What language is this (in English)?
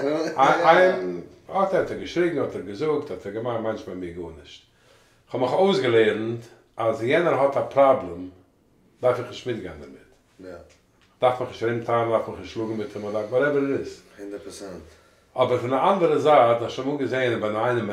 Yiddish